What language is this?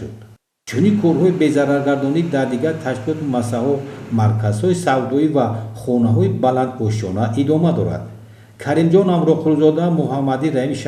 Tajik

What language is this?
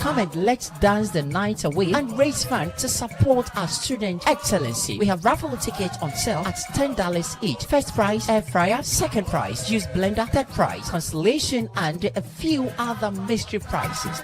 Ewe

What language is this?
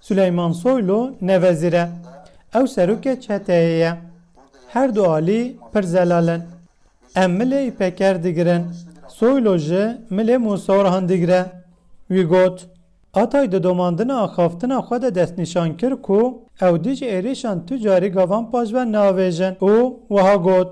Kurdish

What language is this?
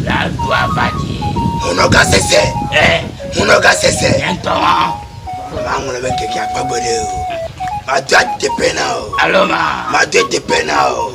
Ewe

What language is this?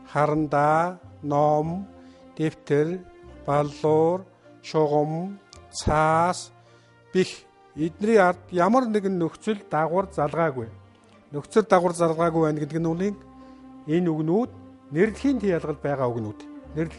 Mongolian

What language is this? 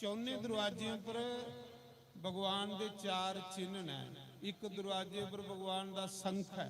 Dogri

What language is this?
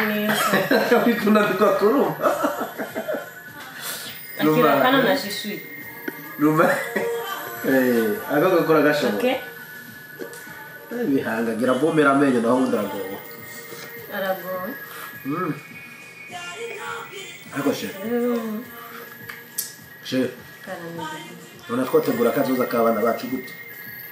Kinyarwanda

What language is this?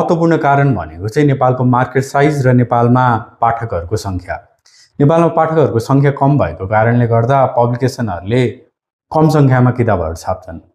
Nepali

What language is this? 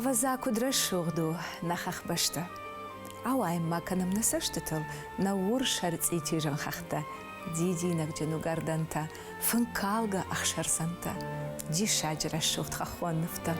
Ossetic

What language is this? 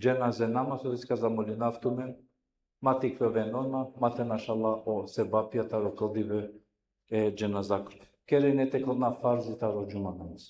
Balkan Romani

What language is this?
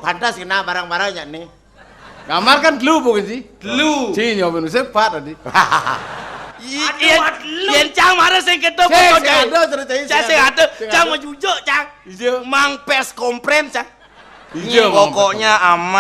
Balinese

